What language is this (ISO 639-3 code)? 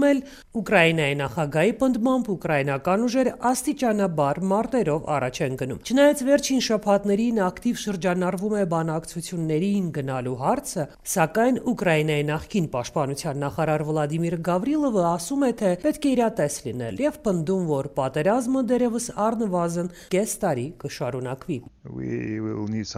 hye